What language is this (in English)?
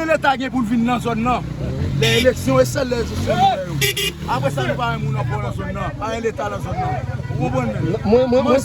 Haitian Creole